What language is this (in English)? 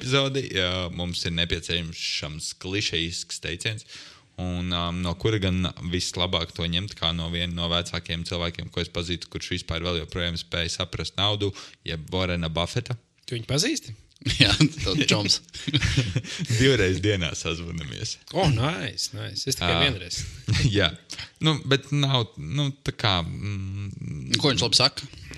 Latvian